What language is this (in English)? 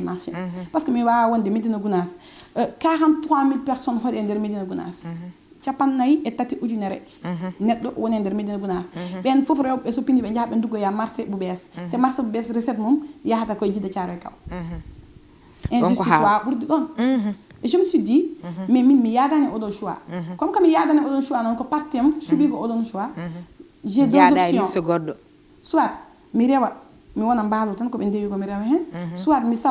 Fula